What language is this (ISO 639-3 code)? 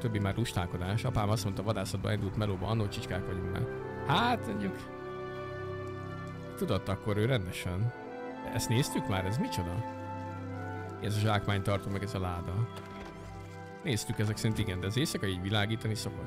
hun